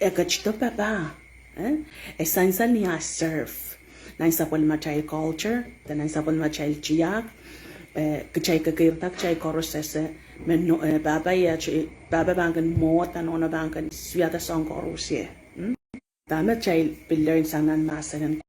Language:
Pohnpeian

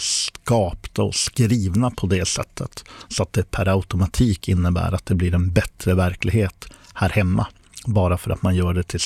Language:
Swedish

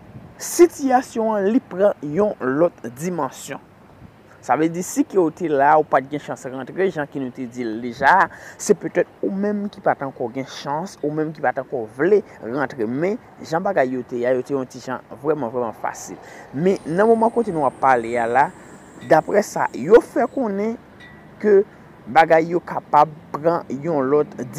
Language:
Haitian Creole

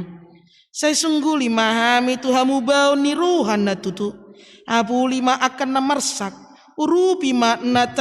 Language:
Batak Toba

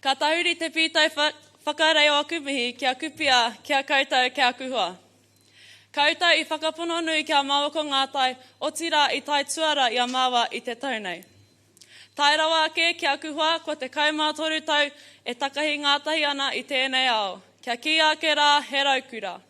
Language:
Māori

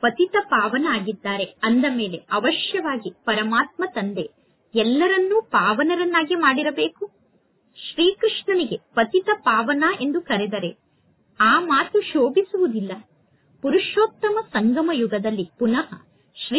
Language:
Kannada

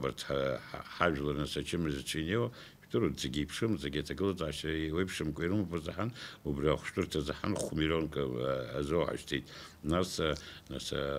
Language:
Abkhazian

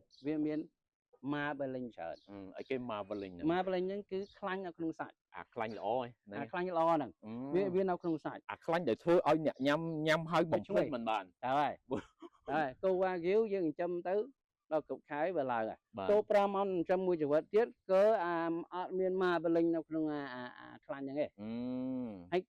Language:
Khmer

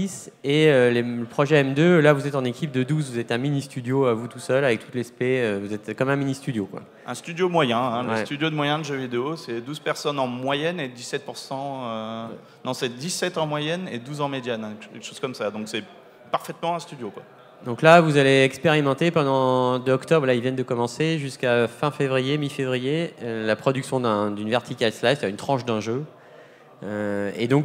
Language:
French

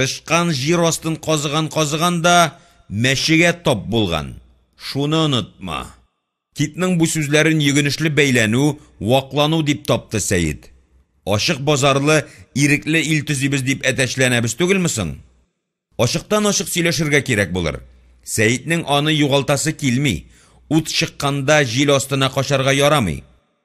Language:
Tatar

